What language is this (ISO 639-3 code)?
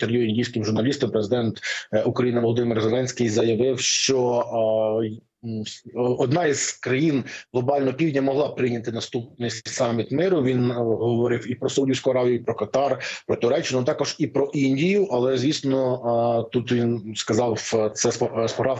ukr